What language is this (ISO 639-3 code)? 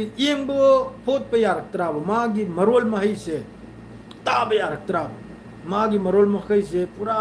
mni